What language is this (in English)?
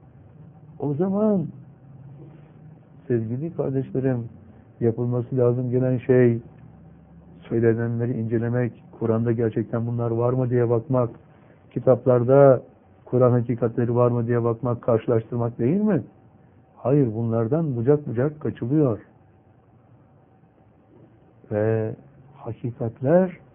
Turkish